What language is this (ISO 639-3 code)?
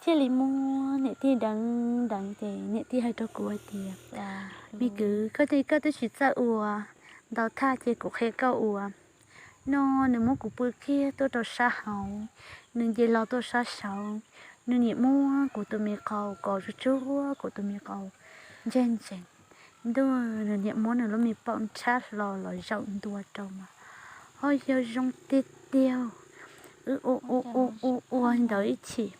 hmn